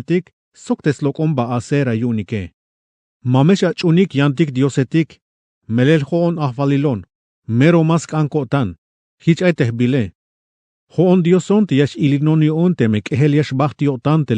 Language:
Tzeltal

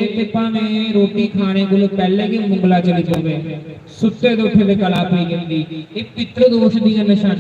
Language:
Dogri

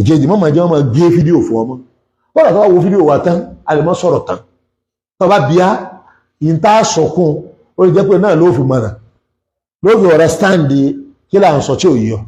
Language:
Yoruba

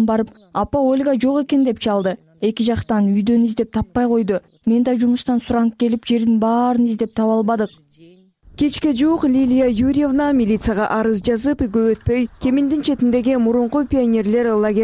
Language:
Kyrgyz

